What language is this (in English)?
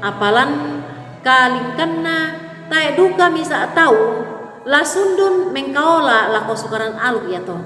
Toraja-Sa'dan